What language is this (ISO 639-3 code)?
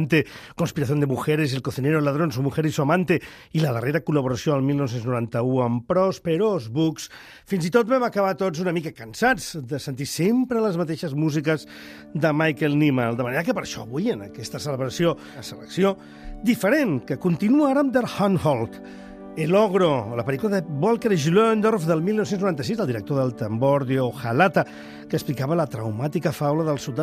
cat